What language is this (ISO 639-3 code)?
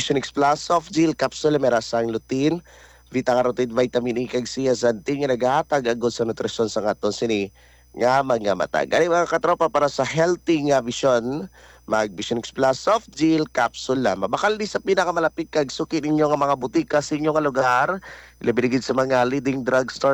hil